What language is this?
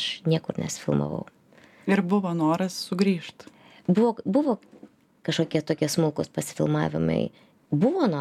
Lithuanian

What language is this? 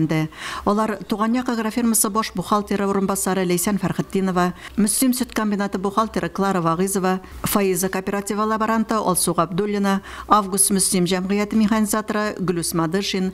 Tatar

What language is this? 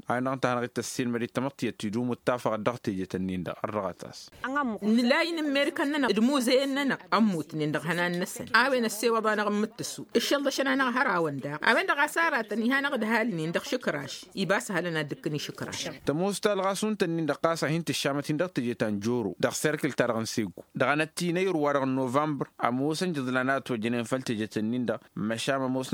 Tamasheq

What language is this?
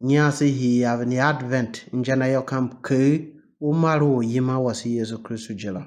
Tiv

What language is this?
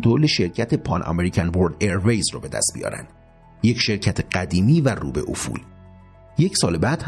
Persian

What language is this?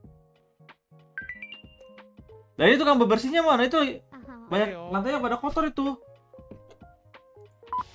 Indonesian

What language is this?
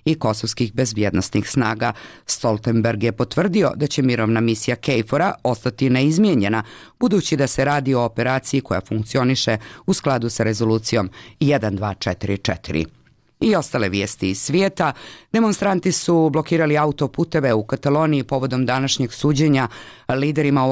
Bosnian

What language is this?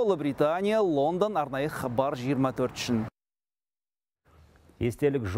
Kazakh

